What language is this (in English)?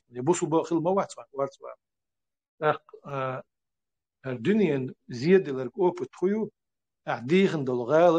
Chechen